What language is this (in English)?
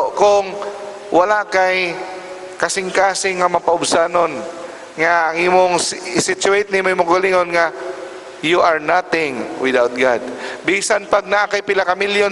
Cebuano